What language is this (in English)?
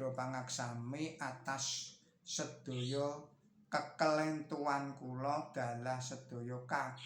Javanese